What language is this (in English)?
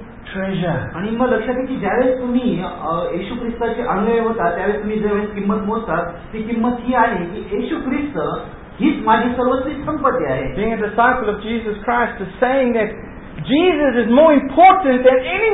Marathi